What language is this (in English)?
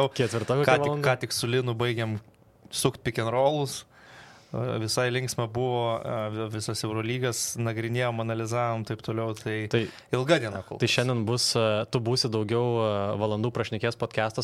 Lithuanian